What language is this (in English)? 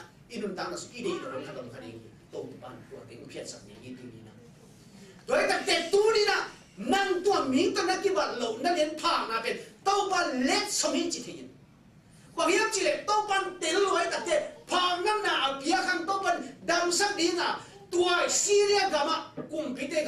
Tedim Chin